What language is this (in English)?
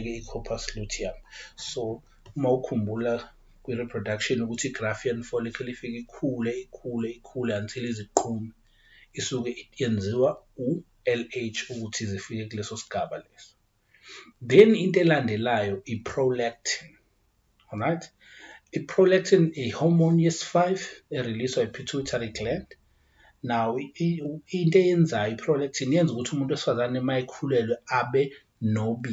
Zulu